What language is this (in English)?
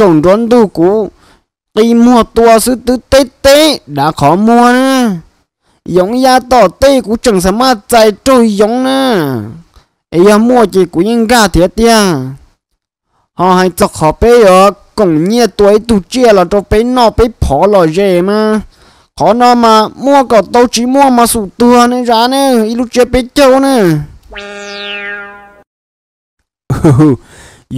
Vietnamese